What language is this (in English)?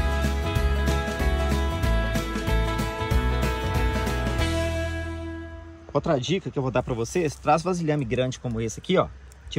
Portuguese